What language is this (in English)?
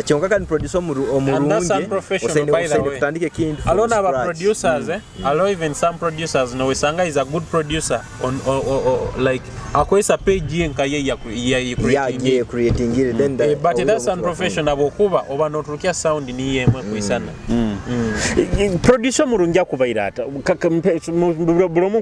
Nyoro